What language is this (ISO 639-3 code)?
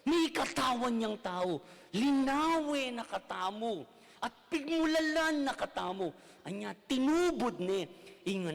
pam